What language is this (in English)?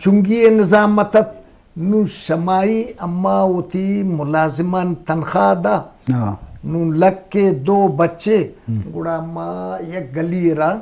Eastern Balochi